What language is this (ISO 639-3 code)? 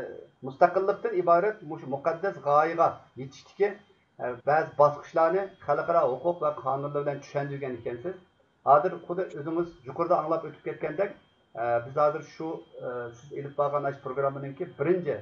uig